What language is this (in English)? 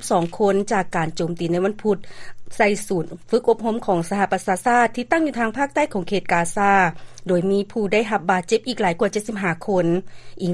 Lao